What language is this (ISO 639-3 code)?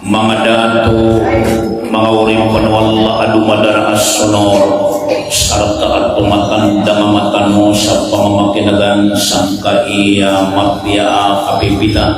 mrw